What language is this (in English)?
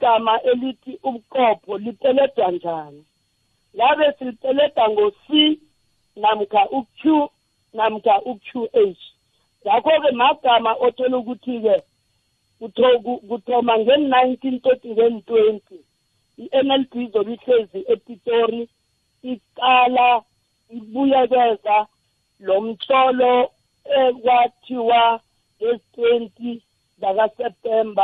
South Ndebele